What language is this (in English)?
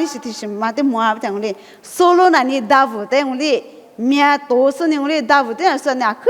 Lisu